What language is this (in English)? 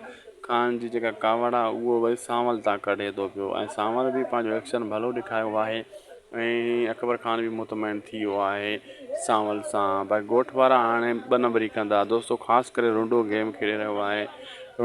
Sindhi